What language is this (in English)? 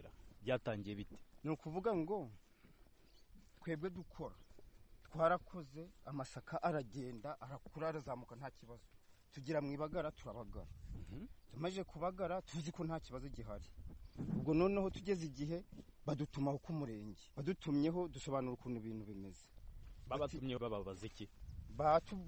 Kinyarwanda